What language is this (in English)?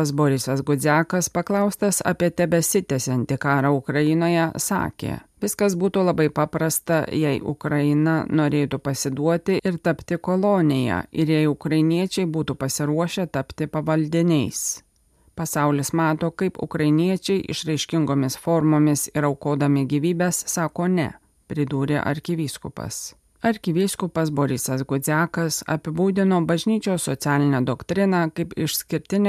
Lithuanian